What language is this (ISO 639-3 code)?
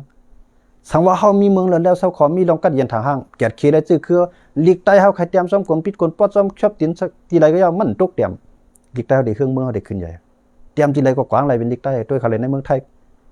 shn